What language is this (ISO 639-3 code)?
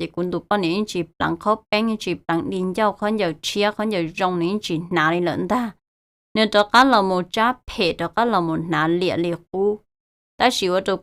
hmn